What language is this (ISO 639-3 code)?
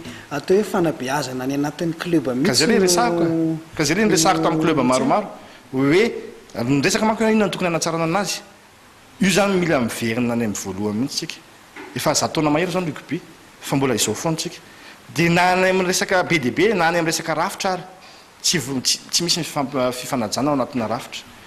mlg